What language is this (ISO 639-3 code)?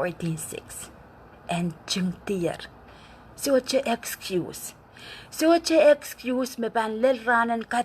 pon